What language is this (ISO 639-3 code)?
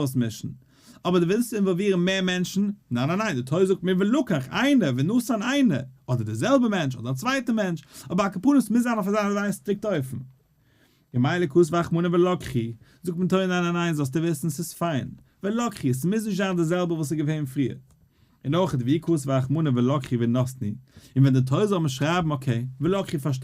yid